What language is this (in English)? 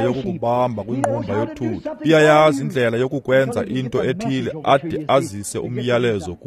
Xhosa